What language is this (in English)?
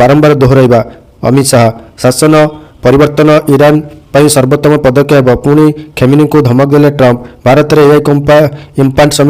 Odia